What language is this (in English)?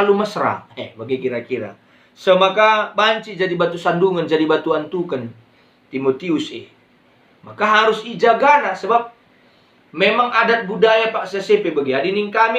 Batak Karo